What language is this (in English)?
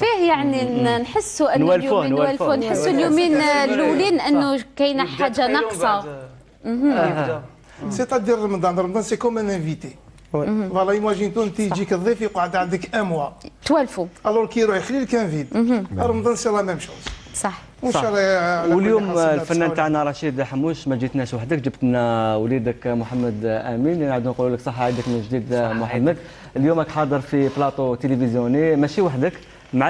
Algerian Arabic